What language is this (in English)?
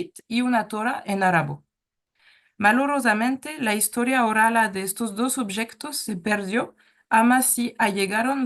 Ladino